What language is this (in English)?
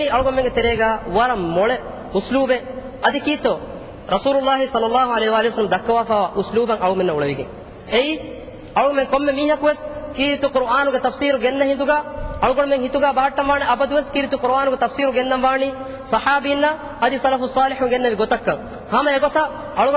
Divehi